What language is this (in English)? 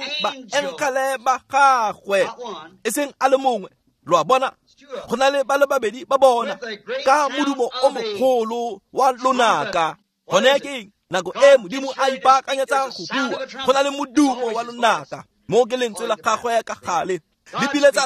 Tswana